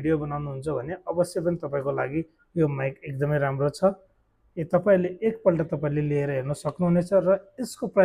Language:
Nepali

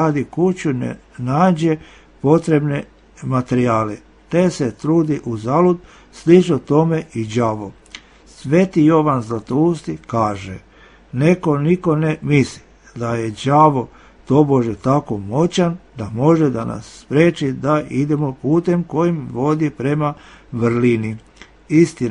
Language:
Serbian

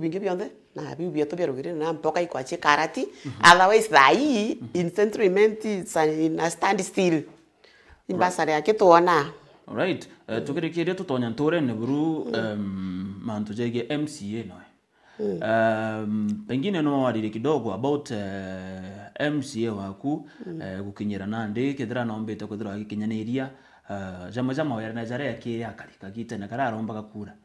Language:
Meru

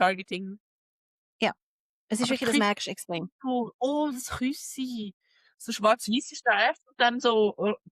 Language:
Swiss German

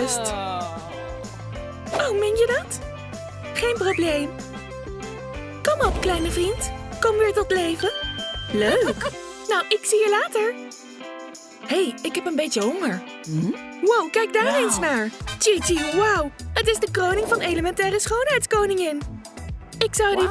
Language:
Dutch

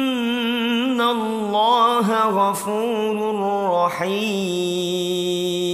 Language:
Arabic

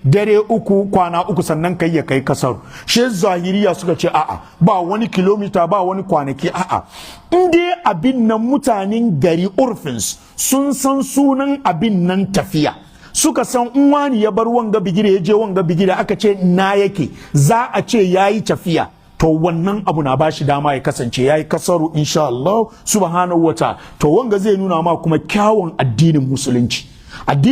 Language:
Hausa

